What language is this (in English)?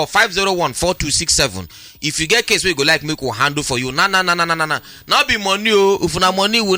Nigerian Pidgin